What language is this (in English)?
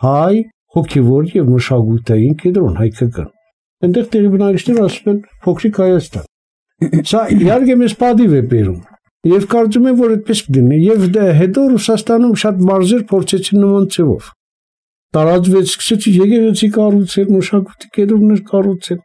Armenian